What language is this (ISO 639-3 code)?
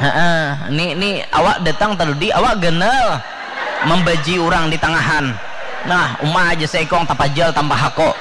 bjn